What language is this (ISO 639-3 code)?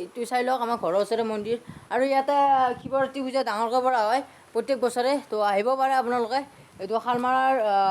asm